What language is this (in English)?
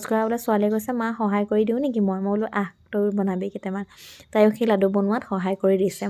Assamese